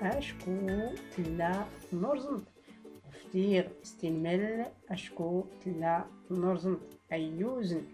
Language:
Tachelhit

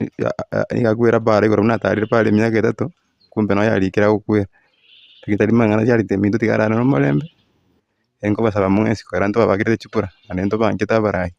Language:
Gusii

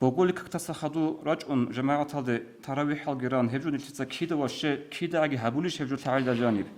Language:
Avaric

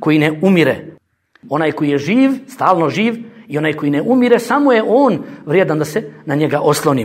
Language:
Bosnian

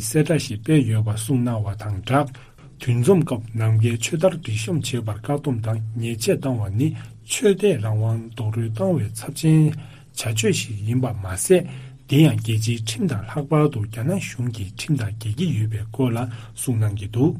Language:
Tibetan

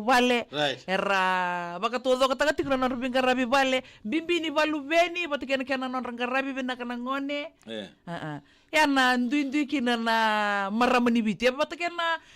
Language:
Fijian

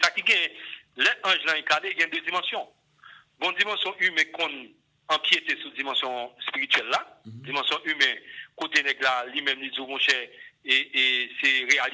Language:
Haitian Creole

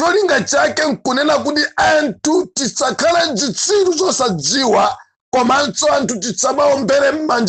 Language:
Nyanja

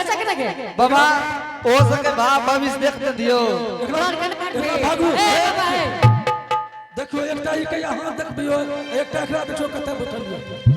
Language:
Angika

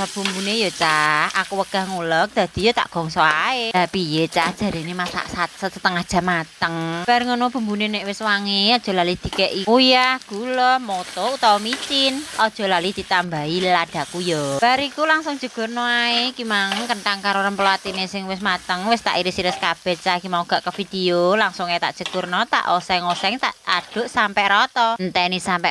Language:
Javanese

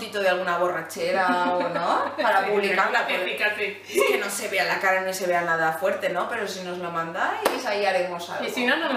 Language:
Spanish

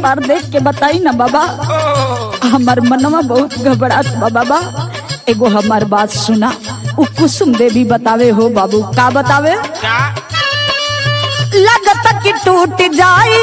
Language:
Bhojpuri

